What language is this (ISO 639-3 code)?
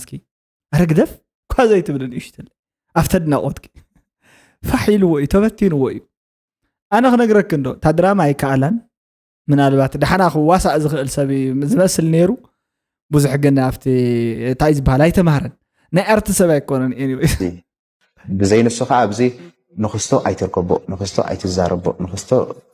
tir